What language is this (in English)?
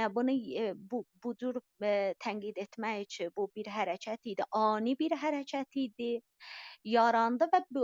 South Azerbaijani